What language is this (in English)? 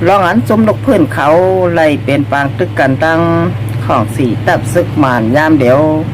Shan